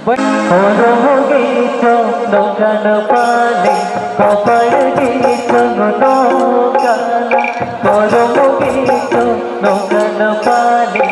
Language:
Santali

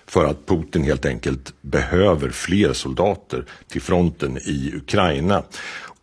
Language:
Swedish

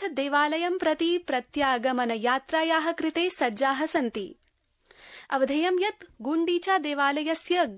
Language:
Sanskrit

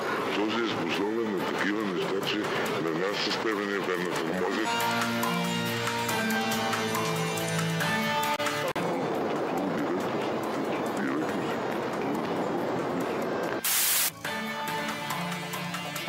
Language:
Bulgarian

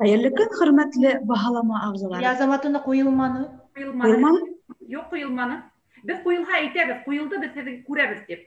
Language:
Bashkir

